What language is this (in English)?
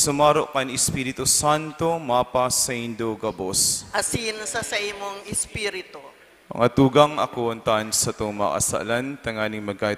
Bikol